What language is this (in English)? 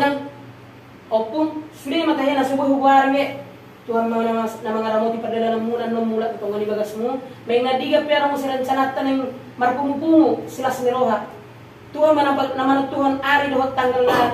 Batak Toba